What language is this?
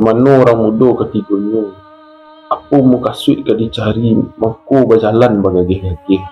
Minangkabau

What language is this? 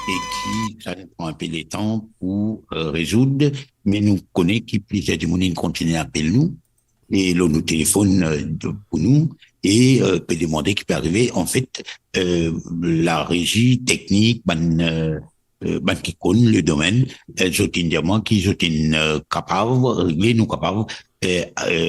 Morisyen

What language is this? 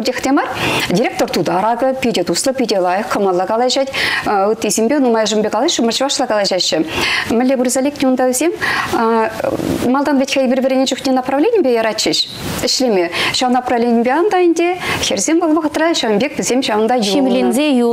Chuvash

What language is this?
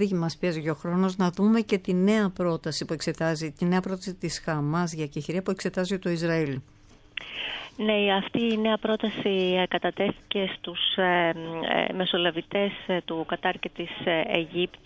Greek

